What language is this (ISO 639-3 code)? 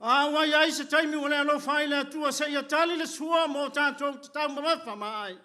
smo